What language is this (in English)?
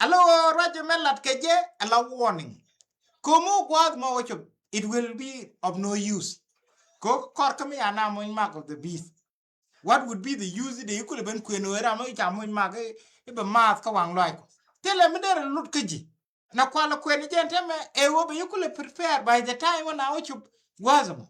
Nuer